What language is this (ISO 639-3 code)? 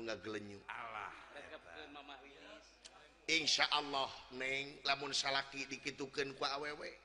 sun